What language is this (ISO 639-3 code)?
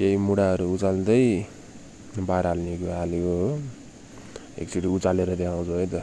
nep